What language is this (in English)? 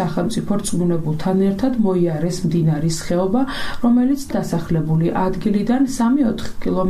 Georgian